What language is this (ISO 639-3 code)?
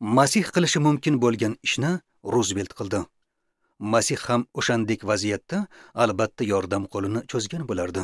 uzb